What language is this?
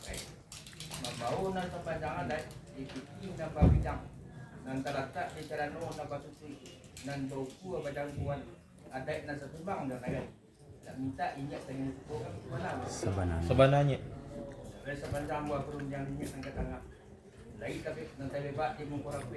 Minangkabau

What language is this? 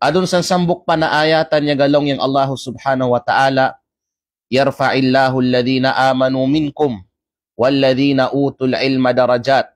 Kalagan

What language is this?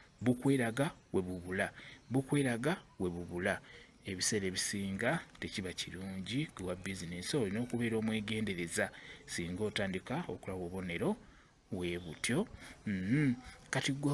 Ganda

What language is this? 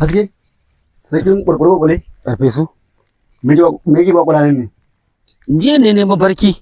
Hausa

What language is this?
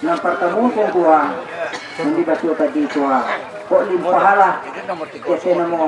Minangkabau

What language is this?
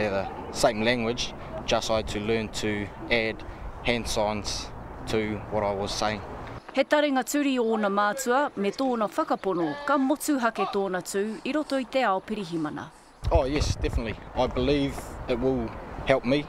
Māori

